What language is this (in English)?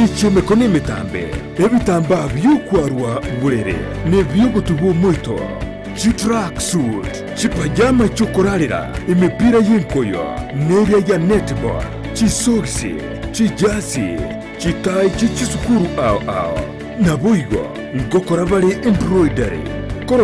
Gusii